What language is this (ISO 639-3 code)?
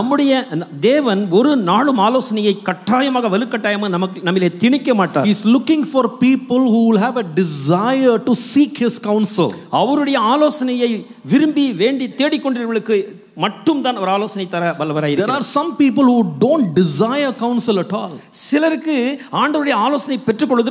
tam